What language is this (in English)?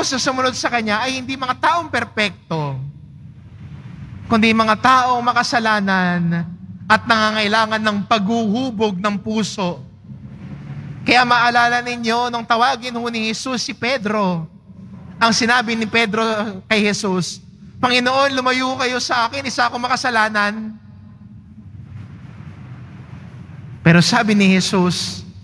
Filipino